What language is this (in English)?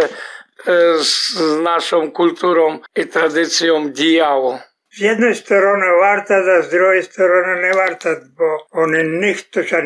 Rusyn